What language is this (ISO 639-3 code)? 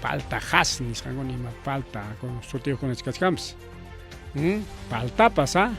quy